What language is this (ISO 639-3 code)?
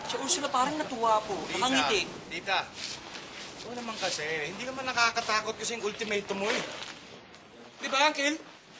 fil